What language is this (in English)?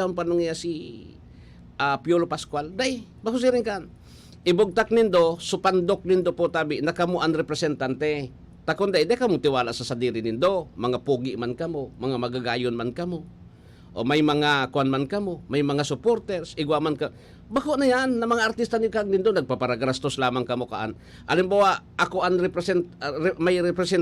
Bikol